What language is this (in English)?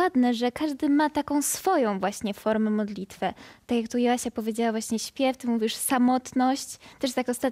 Polish